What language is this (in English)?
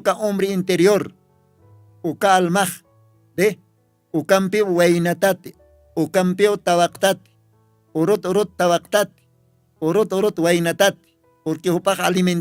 Aymara